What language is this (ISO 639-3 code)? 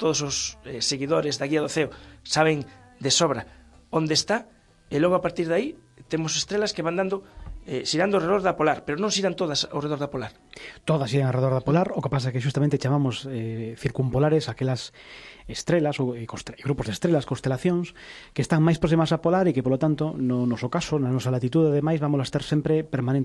glg